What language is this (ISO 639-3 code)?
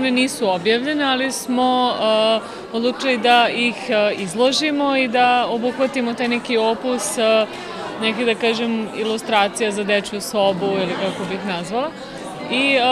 srp